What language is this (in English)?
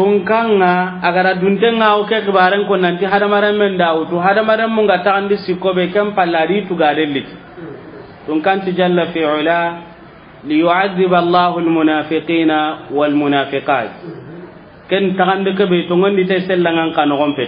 Soninke